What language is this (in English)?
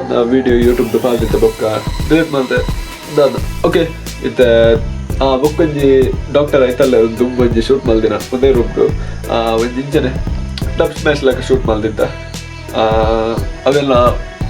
Tulu